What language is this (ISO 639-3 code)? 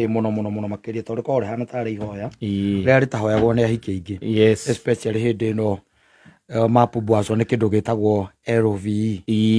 kik